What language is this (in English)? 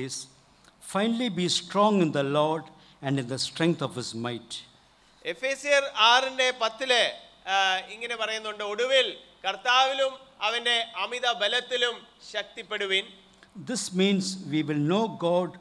Malayalam